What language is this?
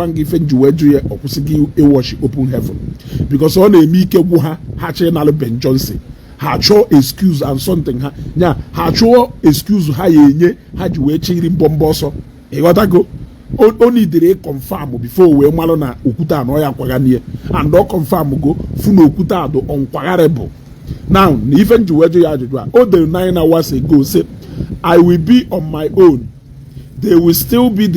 Igbo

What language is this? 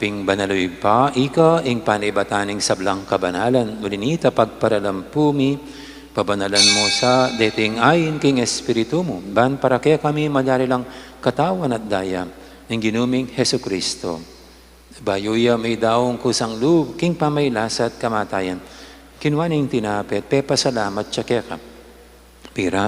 Pampanga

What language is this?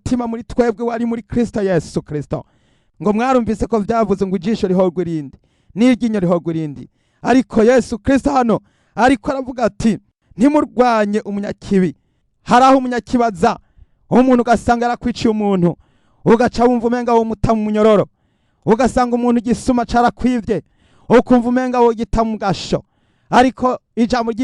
Rundi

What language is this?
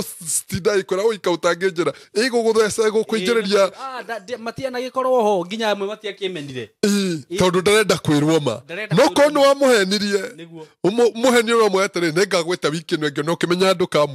Kikuyu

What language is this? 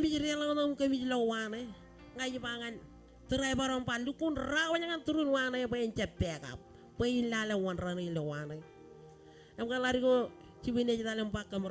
Marshallese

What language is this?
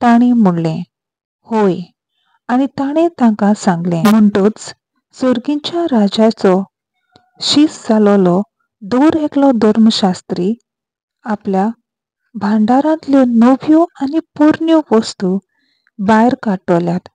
Konkani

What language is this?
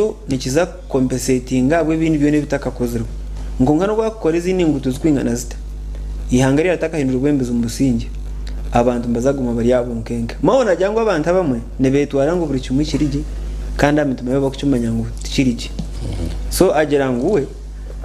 Nyankole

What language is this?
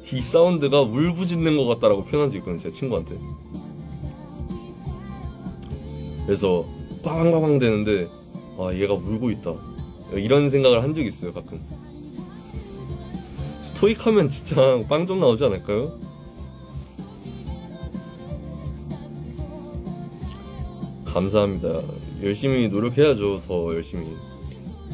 Korean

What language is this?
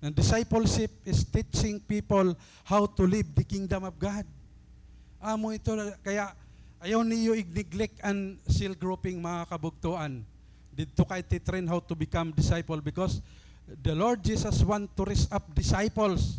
Waray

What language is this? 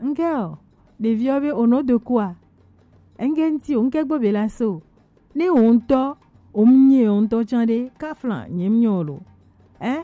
Gen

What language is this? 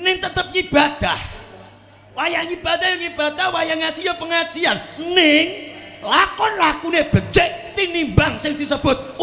Javanese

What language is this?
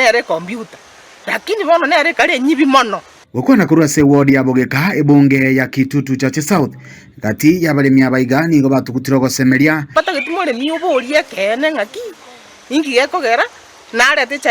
Gusii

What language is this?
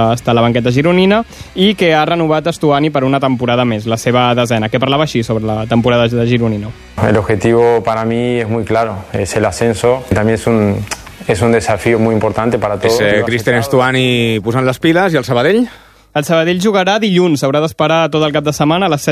Catalan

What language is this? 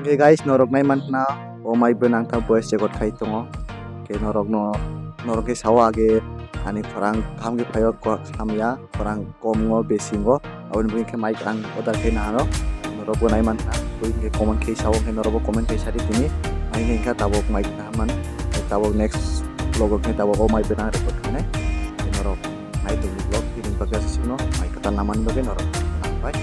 Kok Borok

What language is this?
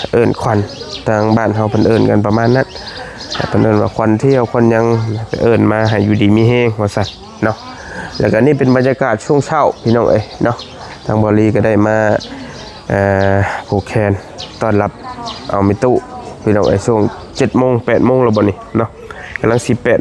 Northeastern Thai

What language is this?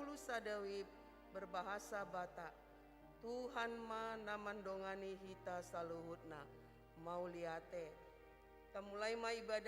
Batak Toba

